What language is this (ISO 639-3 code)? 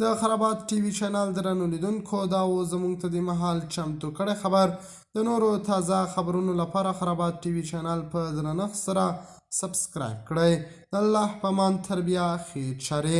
pus